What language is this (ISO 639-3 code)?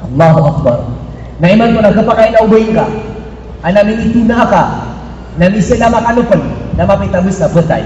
mrw